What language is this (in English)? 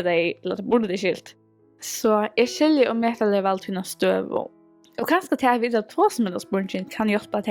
Faroese